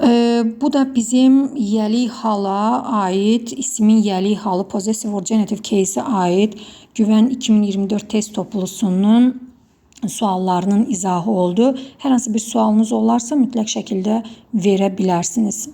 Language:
Azerbaijani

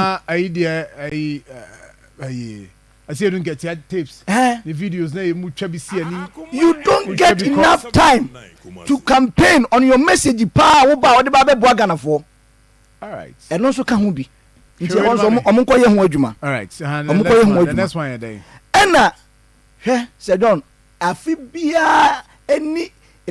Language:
Akan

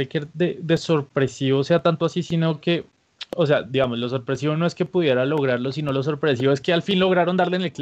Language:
Spanish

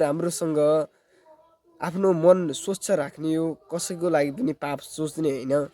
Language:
Nepali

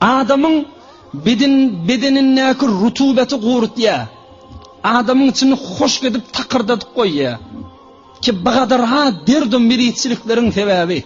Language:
Turkmen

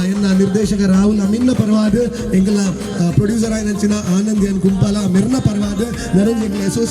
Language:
Tulu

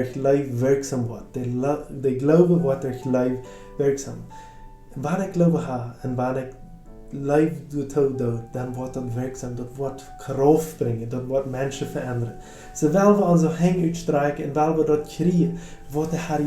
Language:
Plautdietsch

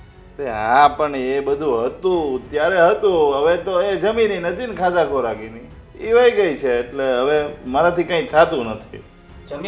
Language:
Gujarati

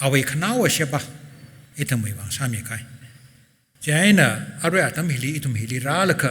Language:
Tangkhul Naga (India)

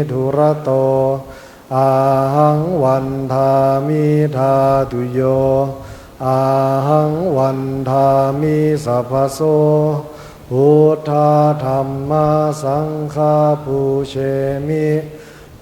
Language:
Pali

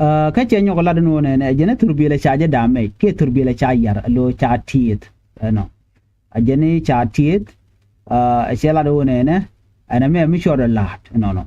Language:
Nuer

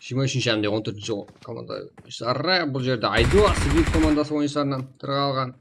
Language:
Kara-Kalpak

